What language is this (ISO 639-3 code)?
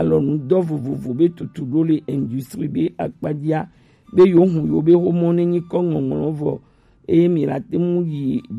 gej